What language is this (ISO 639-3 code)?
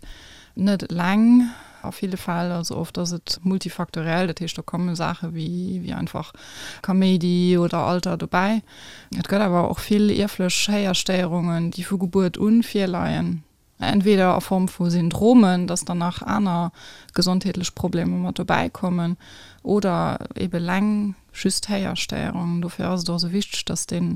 ltz